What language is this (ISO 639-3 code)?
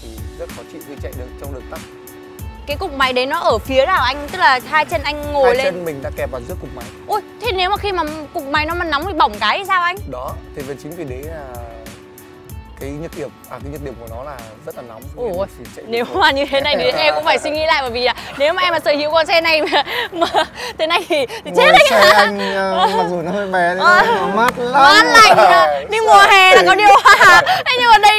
vie